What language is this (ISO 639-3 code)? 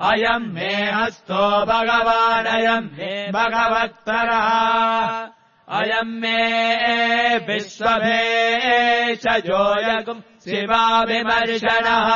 san